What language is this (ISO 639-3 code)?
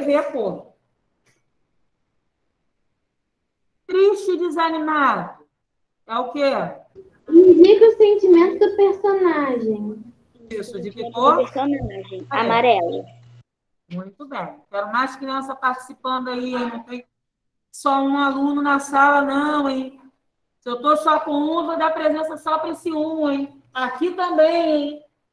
por